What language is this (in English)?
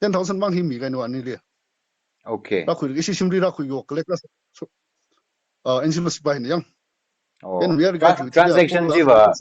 Tangkhul Naga (India)